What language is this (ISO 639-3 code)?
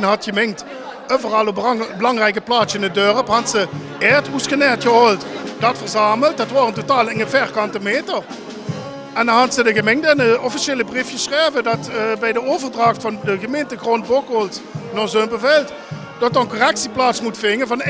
lim